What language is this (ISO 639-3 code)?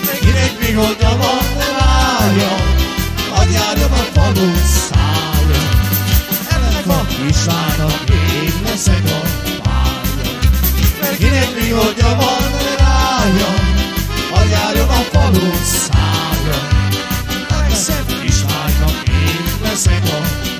hun